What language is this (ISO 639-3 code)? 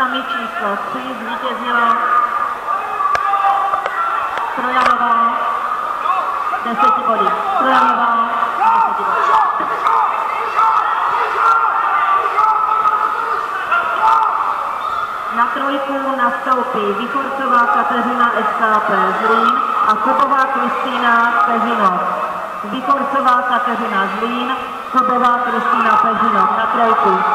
ces